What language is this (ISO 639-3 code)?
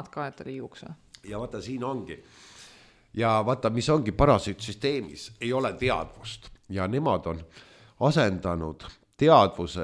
est